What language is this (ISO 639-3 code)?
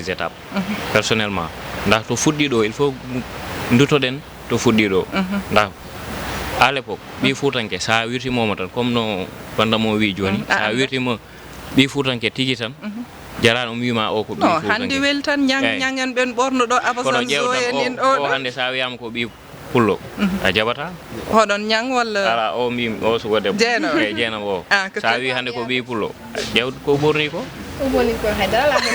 ful